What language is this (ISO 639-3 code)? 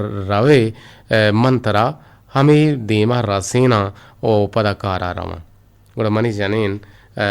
bgp